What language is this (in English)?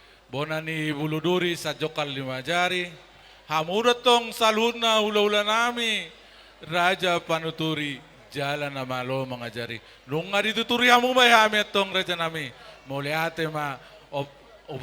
Batak Toba